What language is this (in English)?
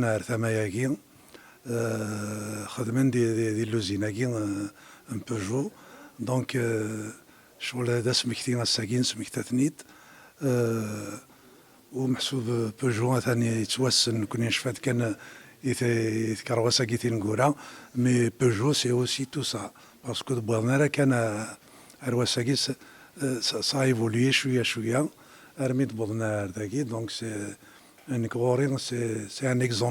Kabyle